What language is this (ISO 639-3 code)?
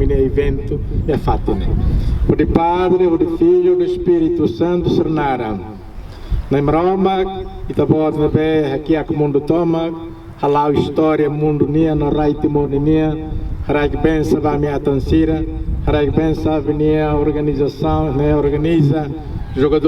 tet